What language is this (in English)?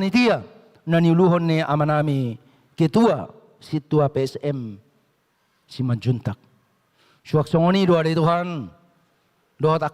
Batak Toba